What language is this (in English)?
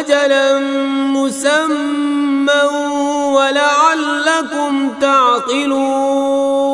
Kashmiri